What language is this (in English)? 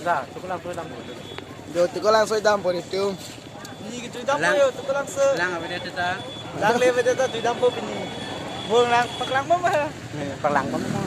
Karbi